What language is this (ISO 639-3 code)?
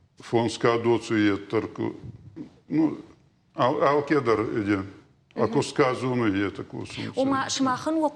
oss